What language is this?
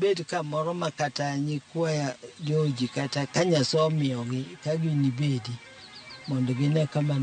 Luo (Kenya and Tanzania)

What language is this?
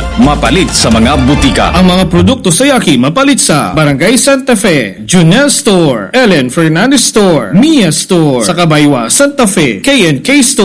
Cebuano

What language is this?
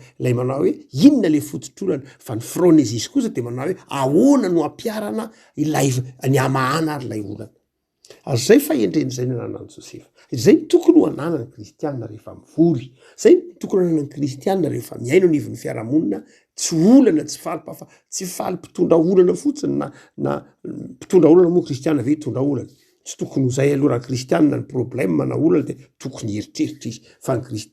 Malagasy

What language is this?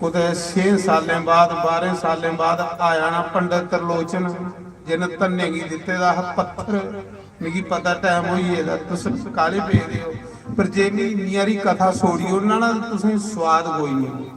Dogri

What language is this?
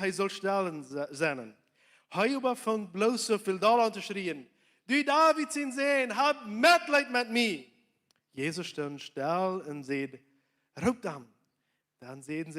Plautdietsch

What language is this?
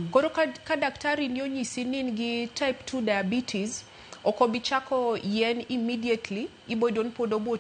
Luo (Kenya and Tanzania)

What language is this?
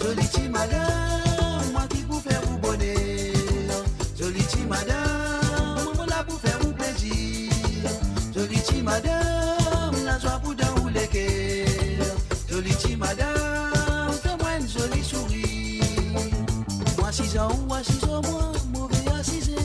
Morisyen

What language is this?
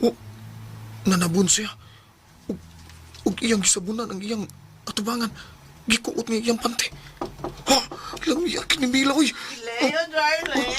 Cebuano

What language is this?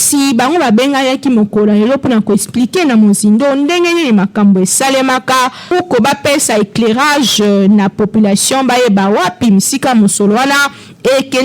Lingala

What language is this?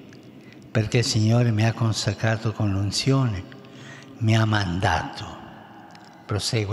Italian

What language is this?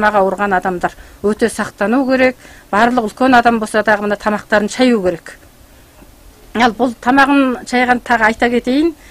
Kazakh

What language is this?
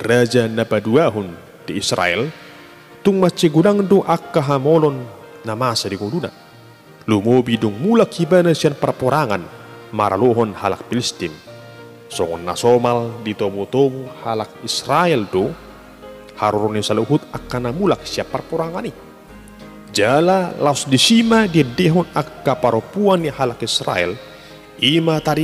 Batak Toba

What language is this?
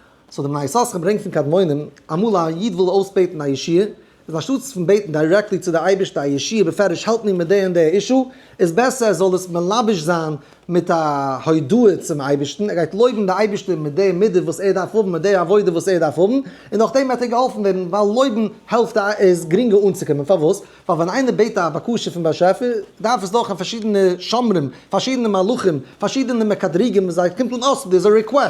Yiddish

